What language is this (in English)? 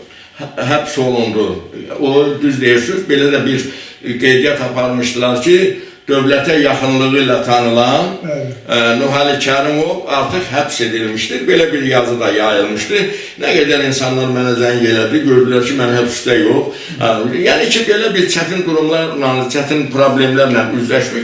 Azerbaijani